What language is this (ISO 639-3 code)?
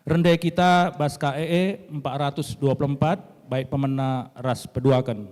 btx